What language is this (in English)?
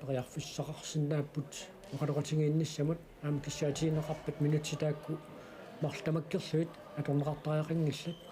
Kalaallisut